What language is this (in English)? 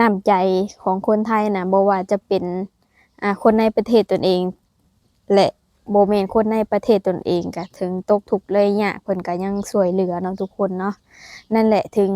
Lao